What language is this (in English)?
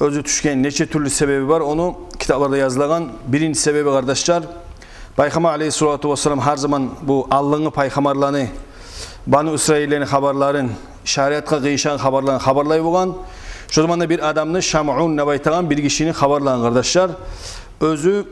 Kumyk